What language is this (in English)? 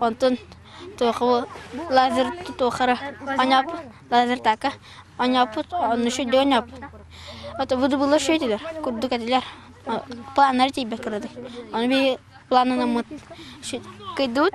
Yakut